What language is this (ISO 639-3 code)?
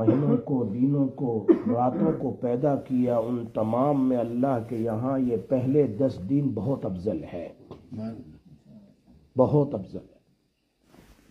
urd